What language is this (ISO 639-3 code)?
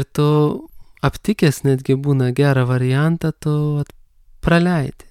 lit